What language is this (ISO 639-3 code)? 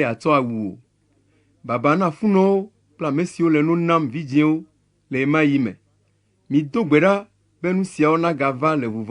ewe